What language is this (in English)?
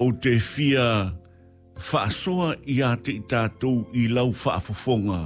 Samoan